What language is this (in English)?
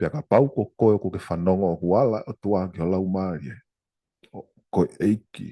Tongan